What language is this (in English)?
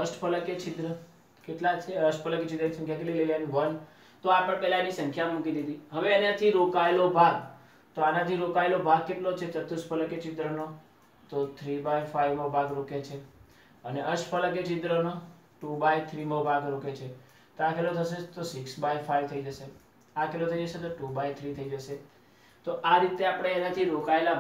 Gujarati